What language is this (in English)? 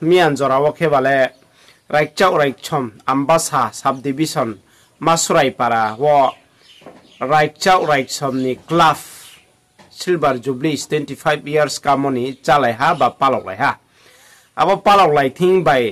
Riang (India)